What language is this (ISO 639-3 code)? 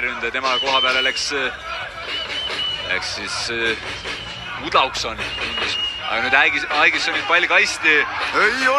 est